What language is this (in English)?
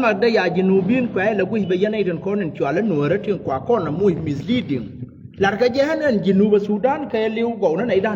Nuer